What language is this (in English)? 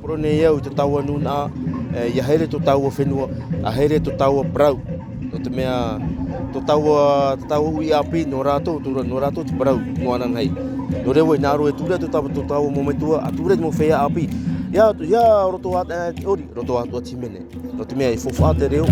Tahitian